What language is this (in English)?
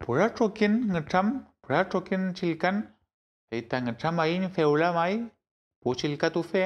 Mapuche